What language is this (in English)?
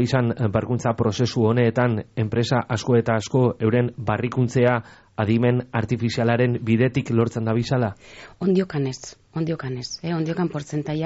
Basque